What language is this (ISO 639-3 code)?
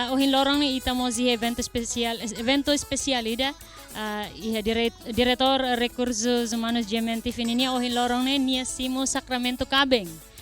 tet